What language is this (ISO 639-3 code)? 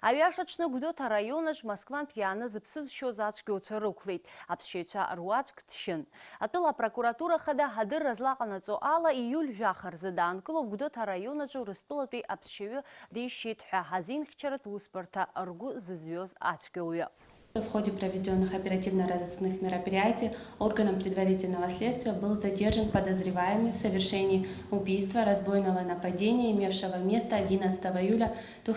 abk